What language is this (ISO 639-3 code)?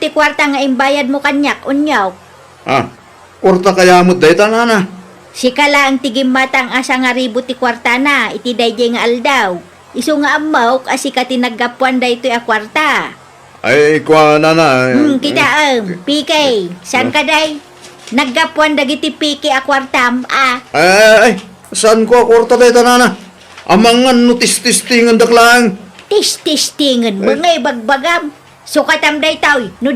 ilo